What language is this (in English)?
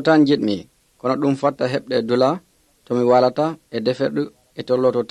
Nigerian Fulfulde